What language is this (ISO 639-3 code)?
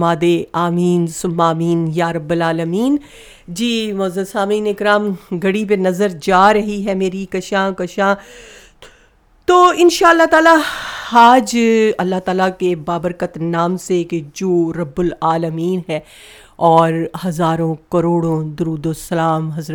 urd